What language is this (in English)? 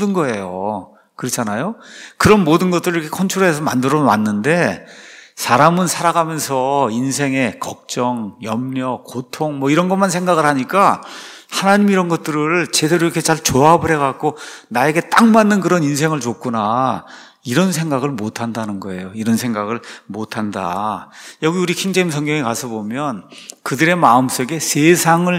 Korean